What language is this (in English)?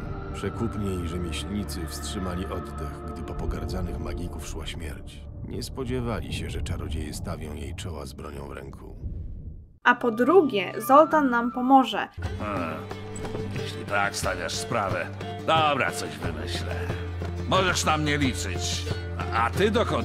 Polish